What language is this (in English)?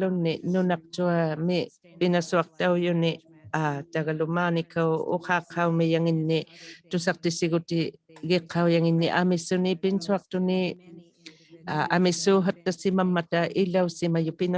Inuktitut